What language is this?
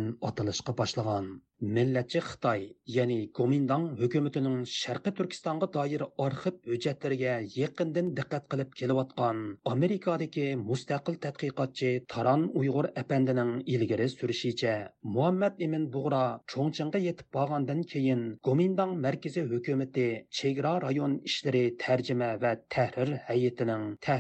Uyghur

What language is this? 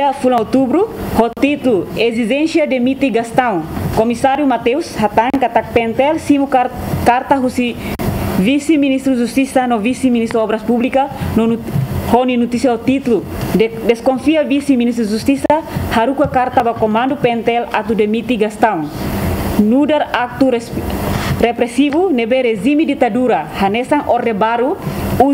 Tetum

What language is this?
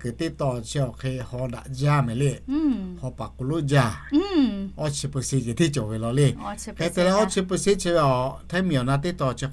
Lahu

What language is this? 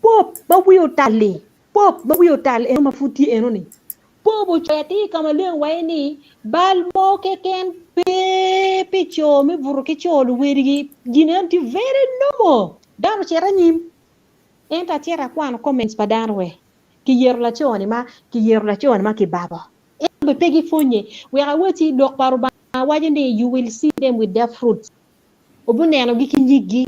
Acoli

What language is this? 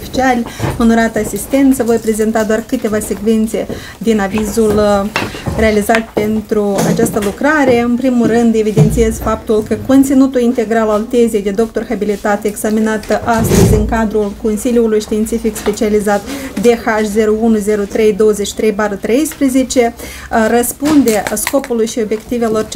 Romanian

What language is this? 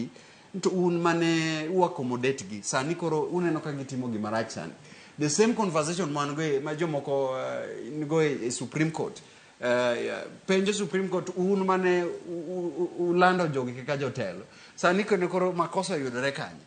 Luo (Kenya and Tanzania)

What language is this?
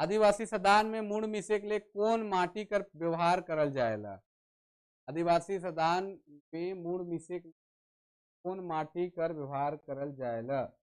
Sadri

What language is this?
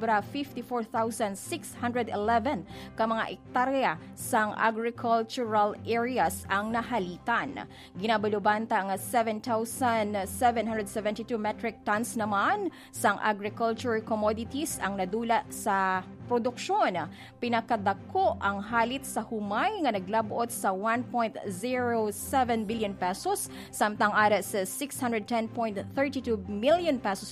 Hiligaynon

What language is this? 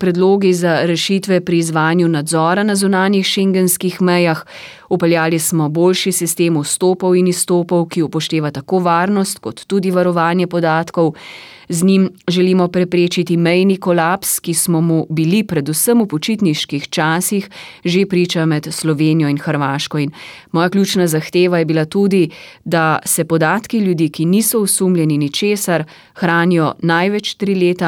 Slovenian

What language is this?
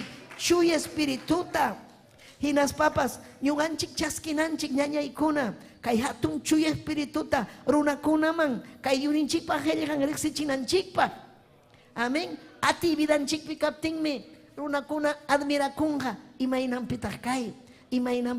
Ayacucho Quechua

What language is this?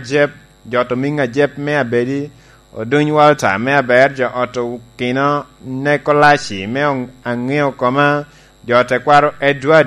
Lango (Uganda)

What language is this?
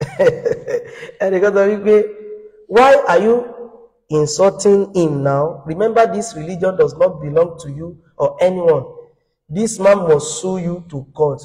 Yoruba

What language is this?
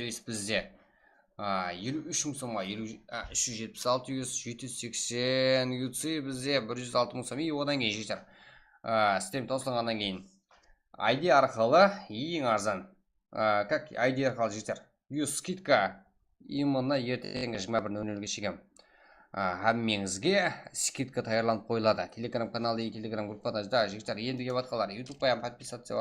Kara-Kalpak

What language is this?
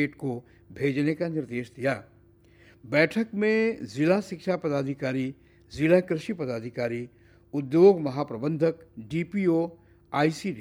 Hindi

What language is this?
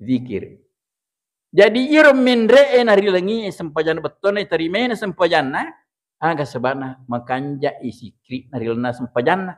Buginese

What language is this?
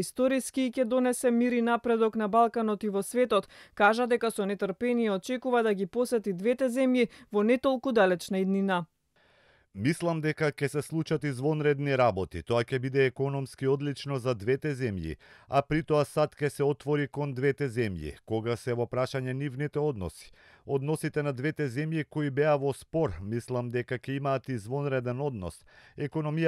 Macedonian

